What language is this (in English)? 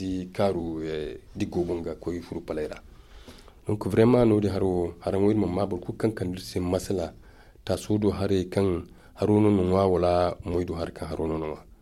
Zarma